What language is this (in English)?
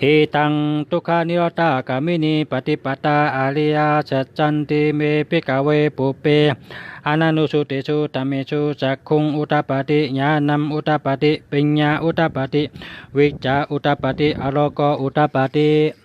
Shan